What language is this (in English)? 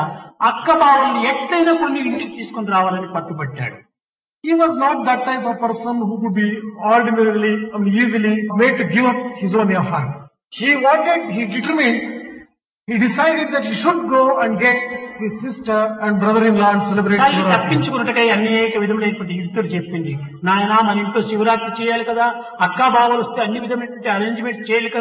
Telugu